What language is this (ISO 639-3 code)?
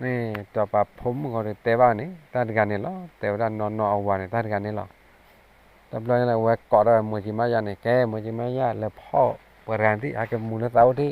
ksw